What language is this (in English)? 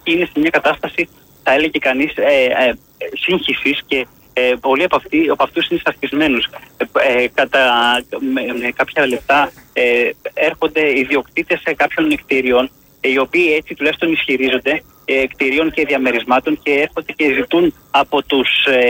Greek